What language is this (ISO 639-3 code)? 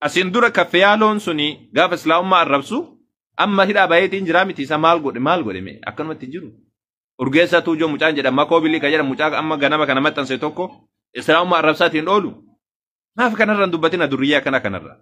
orm